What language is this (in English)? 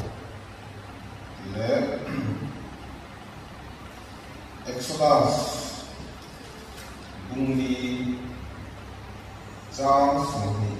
Mizo